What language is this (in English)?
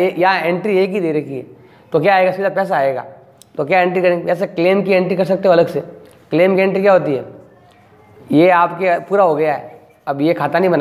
Hindi